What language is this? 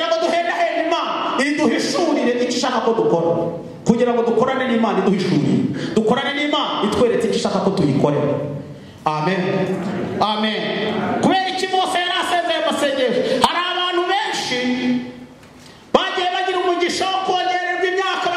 Kinyarwanda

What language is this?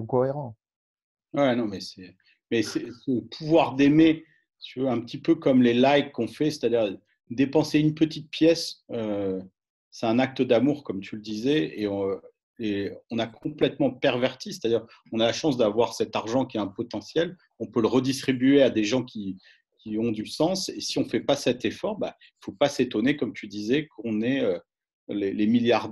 French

